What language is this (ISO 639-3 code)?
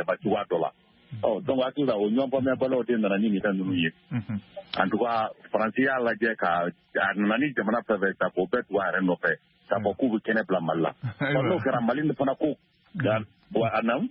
bam